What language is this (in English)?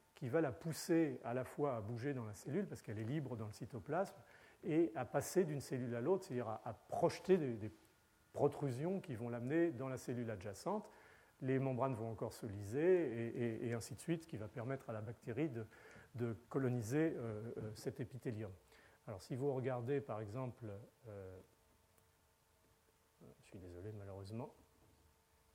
French